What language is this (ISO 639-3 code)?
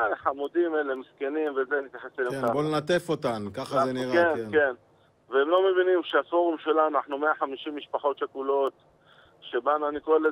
heb